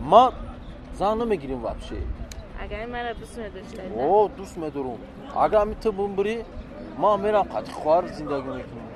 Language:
Tajik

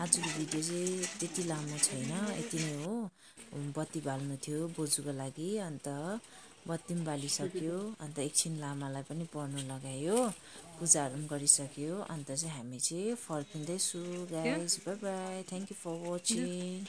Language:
Nepali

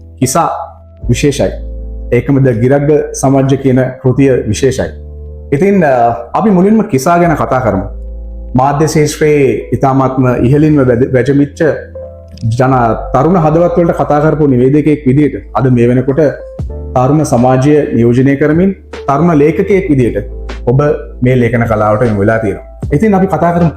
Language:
Sinhala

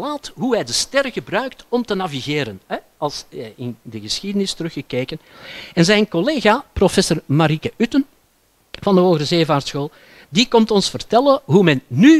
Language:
Dutch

